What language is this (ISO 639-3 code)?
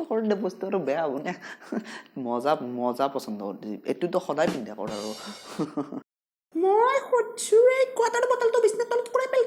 asm